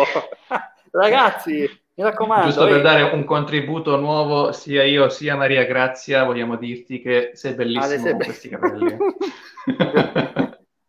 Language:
Italian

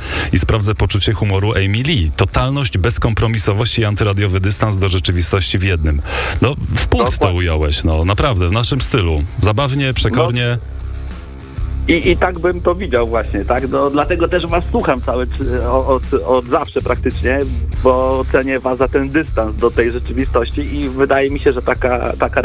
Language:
Polish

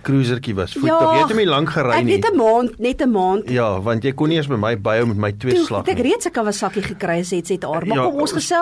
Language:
Afrikaans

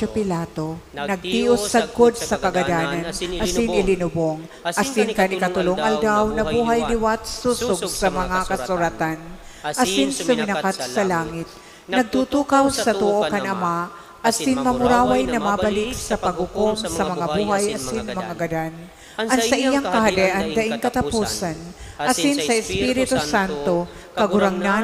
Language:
Bikol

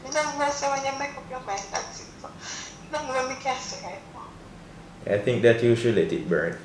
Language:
Jamaican Creole English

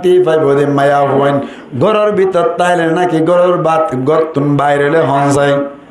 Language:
Rohingya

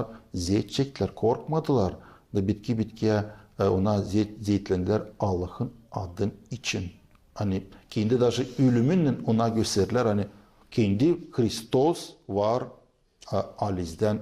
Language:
Gagauz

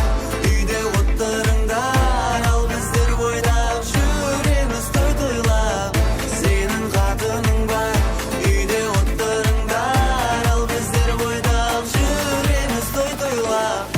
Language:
Kara-Kalpak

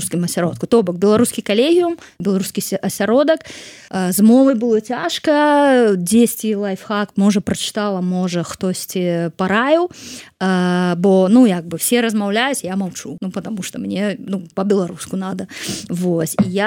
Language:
Belarusian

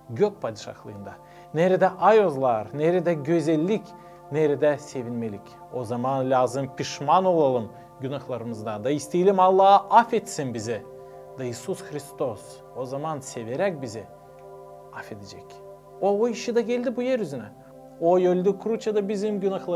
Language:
Gagauz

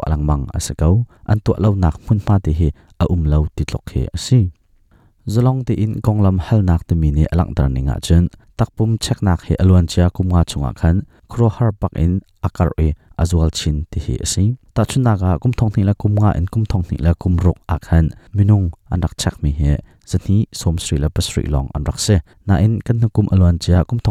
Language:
Hakha Chin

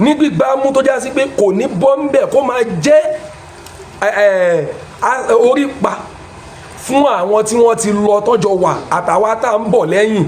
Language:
Yoruba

